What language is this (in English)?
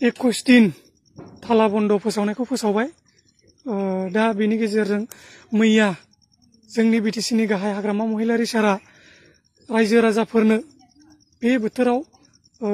Bodo